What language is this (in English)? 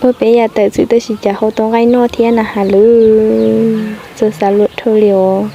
Hmong